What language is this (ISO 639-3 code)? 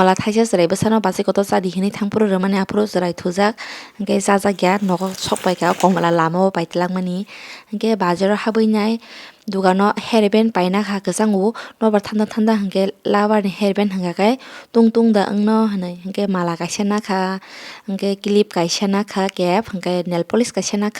trp